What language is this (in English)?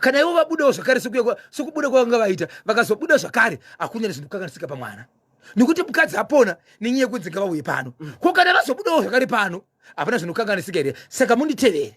Shona